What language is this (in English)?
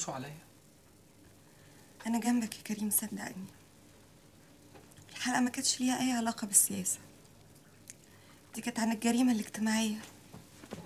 Egyptian Arabic